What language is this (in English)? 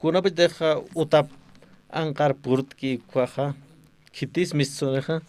Aymara